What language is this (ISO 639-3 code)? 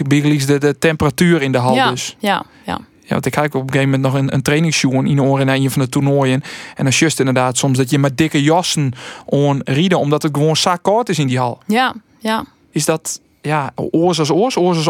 fry